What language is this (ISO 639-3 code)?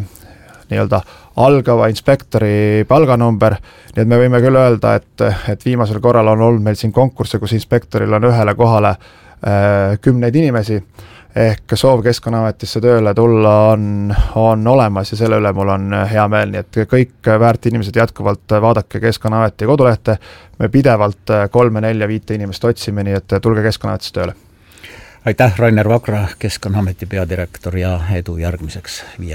est